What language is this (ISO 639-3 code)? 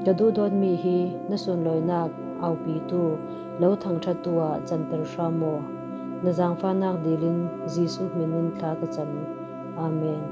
cfm